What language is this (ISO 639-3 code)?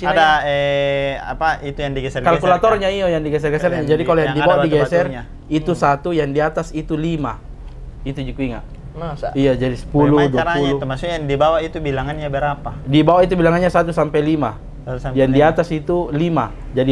mfp